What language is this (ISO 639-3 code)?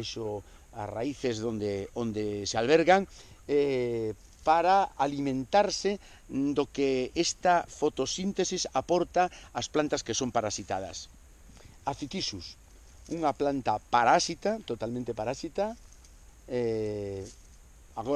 glg